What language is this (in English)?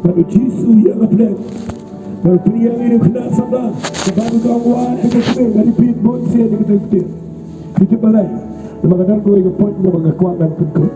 Khasi